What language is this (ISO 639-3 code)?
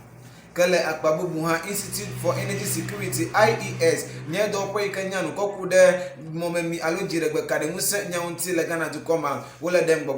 ewe